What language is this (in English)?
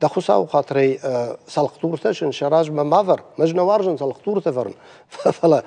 Ossetic